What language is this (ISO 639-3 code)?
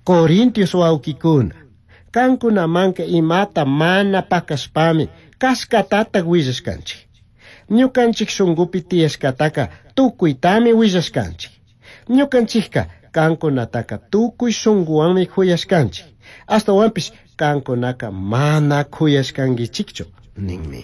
qug